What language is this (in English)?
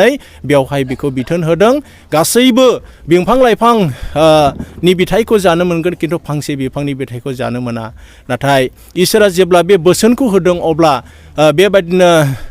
Bodo